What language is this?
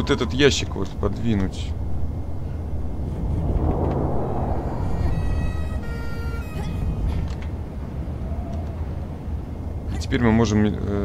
Russian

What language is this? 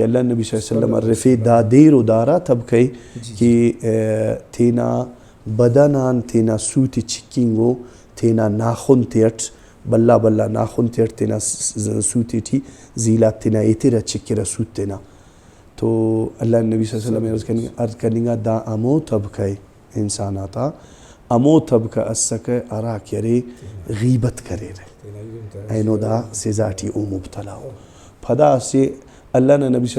Brahui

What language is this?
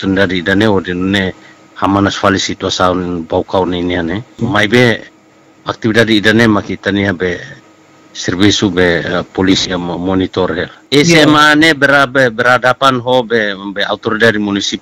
Tetum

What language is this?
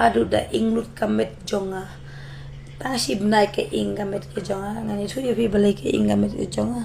Khasi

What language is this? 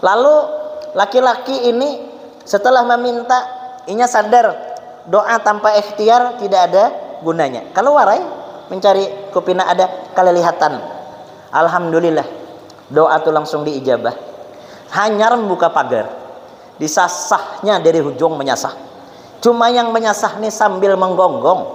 Banjar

